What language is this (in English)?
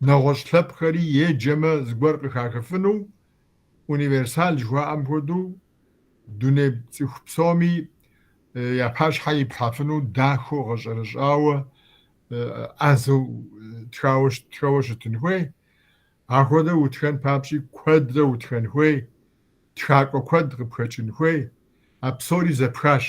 Kabardian